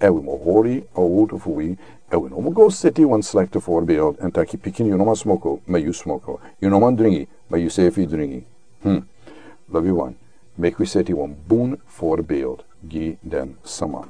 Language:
Sranan Tongo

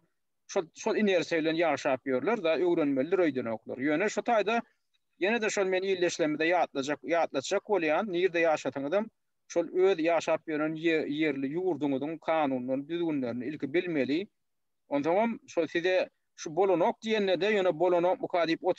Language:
Turkmen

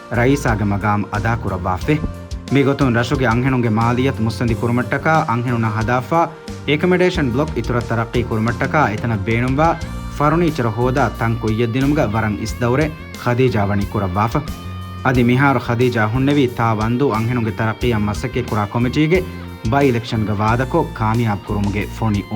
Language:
Divehi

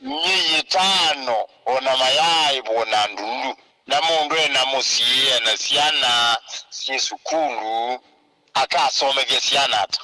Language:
Kamba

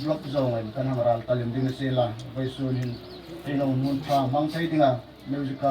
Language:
Hmar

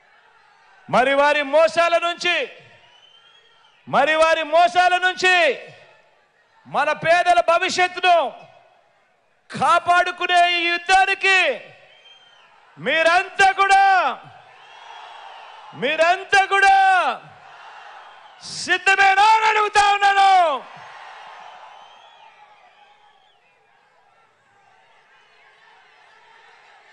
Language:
Telugu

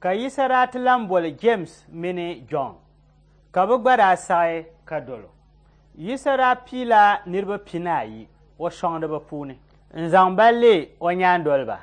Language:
Dagbani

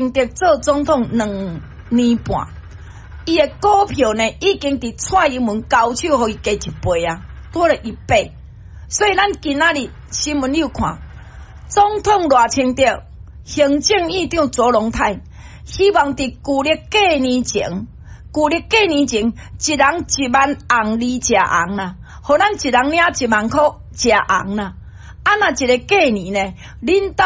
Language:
Min Nan Chinese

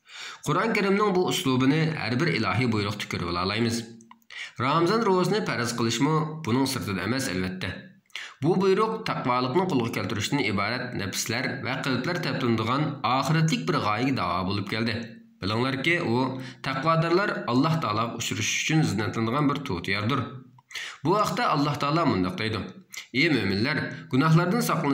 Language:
Uyghur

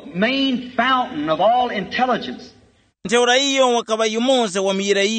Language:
Tumbuka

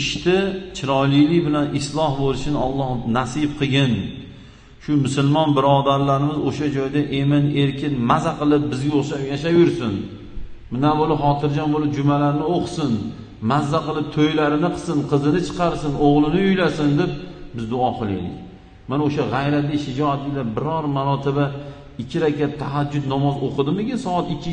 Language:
Uzbek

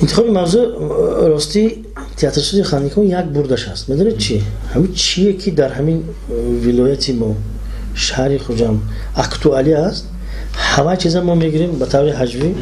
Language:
Tajik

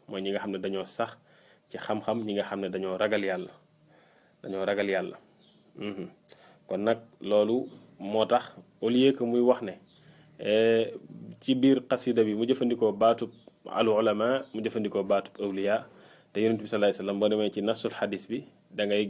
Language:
Wolof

